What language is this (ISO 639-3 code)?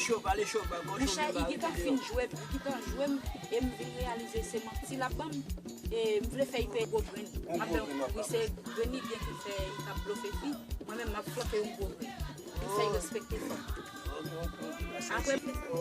hat